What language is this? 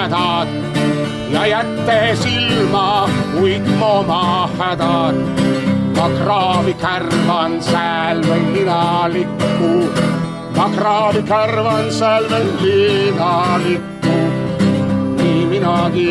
Estonian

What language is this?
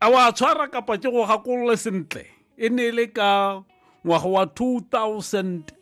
Tswana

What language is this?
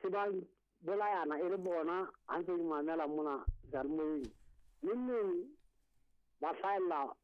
Southern Sotho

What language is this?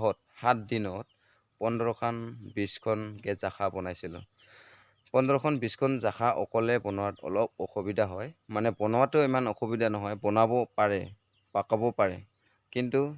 Assamese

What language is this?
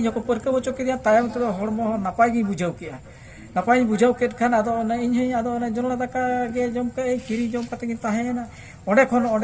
Santali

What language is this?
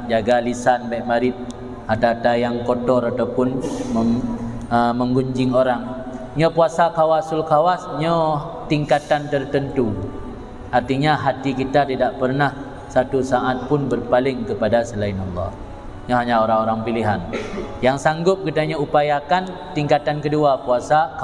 Achinese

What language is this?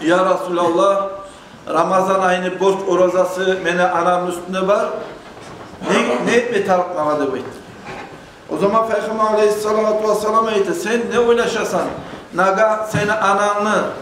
Kumyk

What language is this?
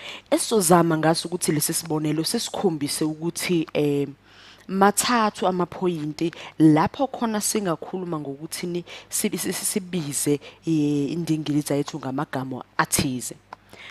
Zulu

